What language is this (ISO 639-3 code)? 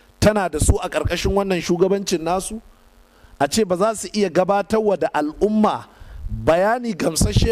hau